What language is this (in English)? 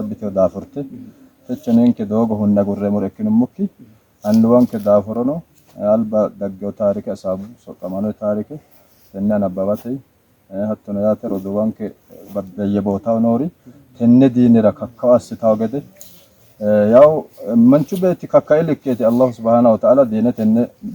Sidamo